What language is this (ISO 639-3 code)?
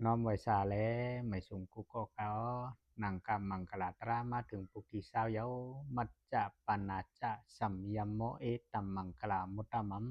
shn